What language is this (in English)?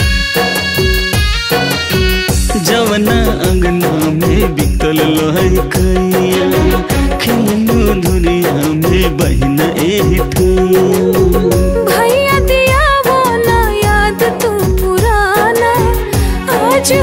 Bhojpuri